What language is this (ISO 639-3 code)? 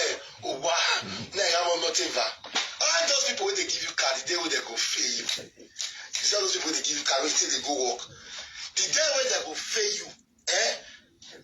pcm